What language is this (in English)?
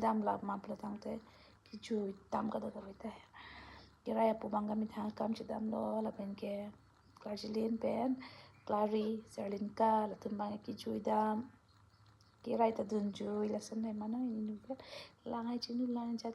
Karbi